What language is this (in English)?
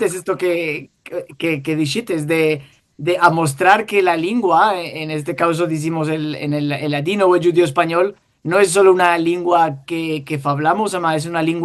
Ladino